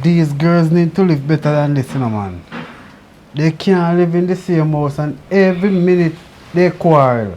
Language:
Jamaican Creole English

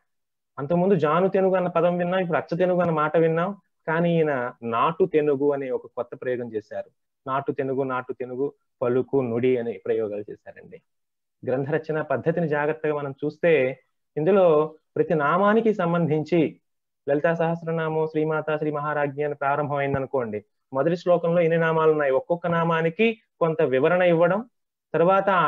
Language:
Telugu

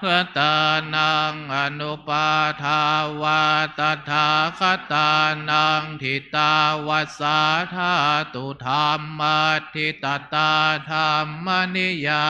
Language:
Pali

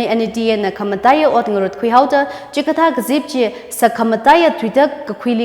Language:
Tangkhul Naga (India)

